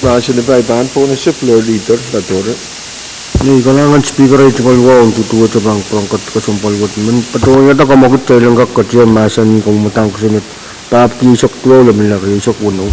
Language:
Pohnpeian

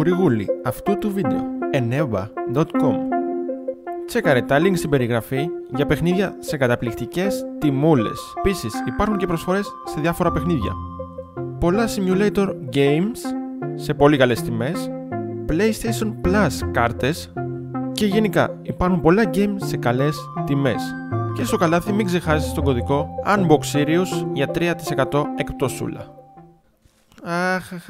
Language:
Greek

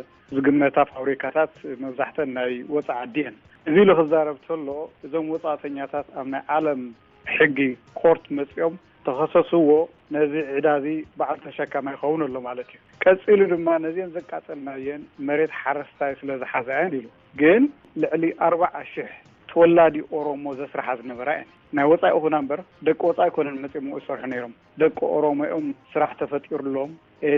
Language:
Tigrinya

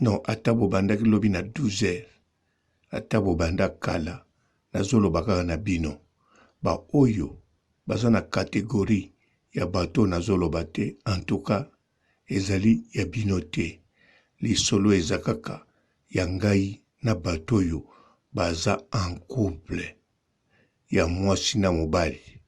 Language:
Lingala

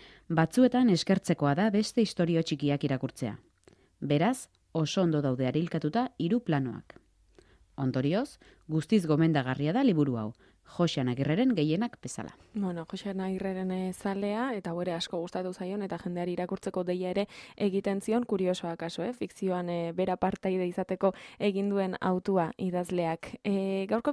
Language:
Basque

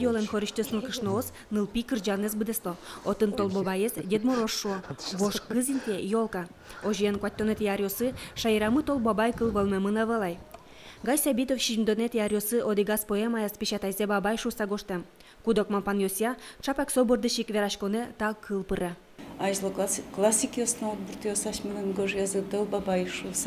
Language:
Udmurt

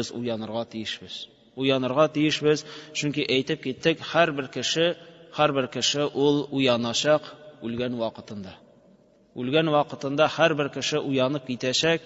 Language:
Tatar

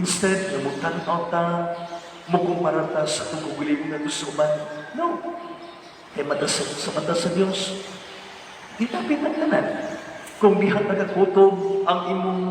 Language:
Cebuano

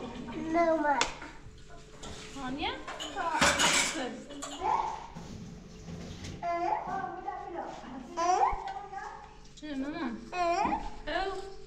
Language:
Persian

